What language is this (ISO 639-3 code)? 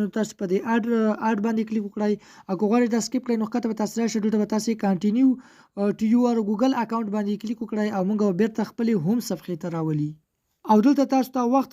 pus